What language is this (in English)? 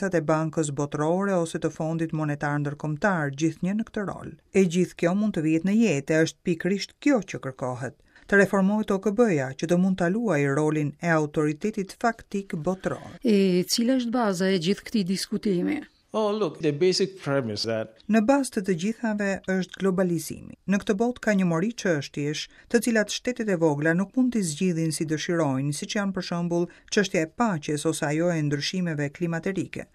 Albanian